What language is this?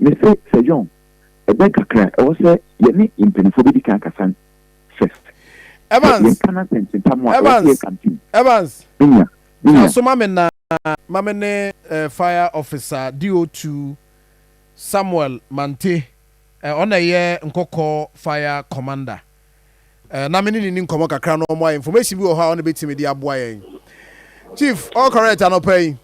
Akan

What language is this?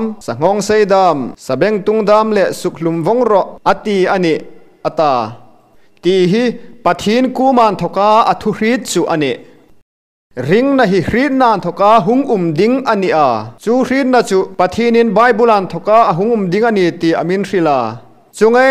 Hmar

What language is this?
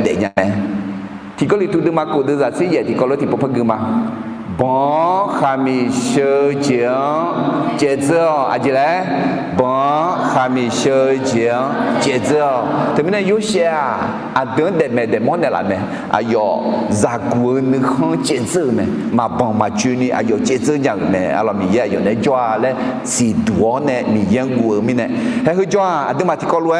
Akha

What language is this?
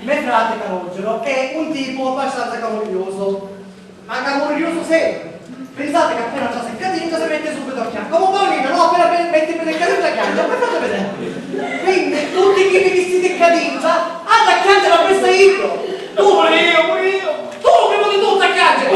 Sicilian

